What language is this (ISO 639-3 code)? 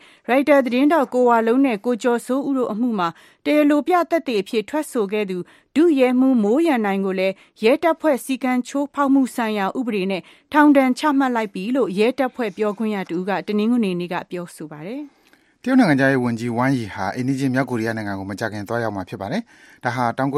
mya